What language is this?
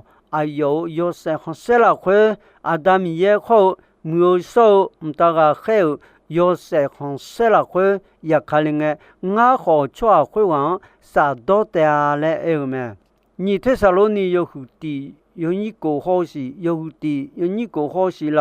Akha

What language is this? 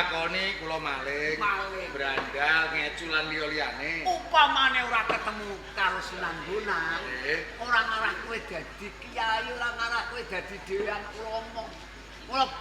Javanese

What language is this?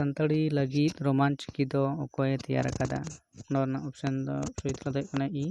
Santali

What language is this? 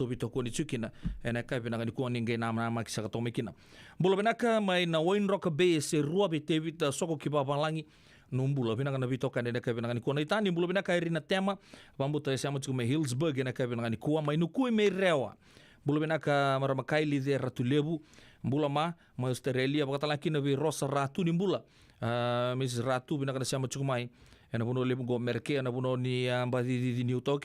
Fijian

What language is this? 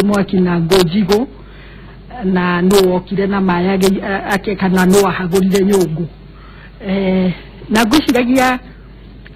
Kikuyu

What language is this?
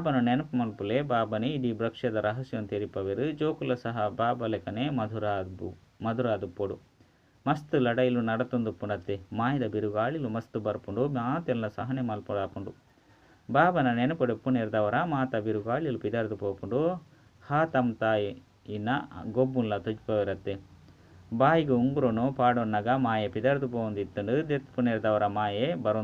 Tulu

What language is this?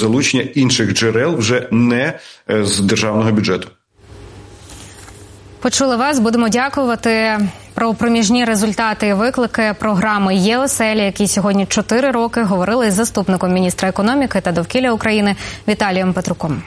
Ukrainian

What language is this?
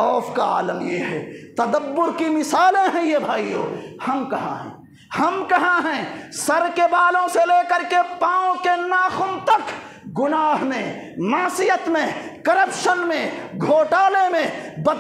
Urdu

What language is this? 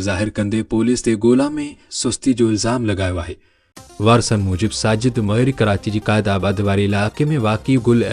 Sindhi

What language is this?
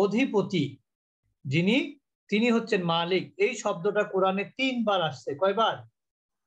Bangla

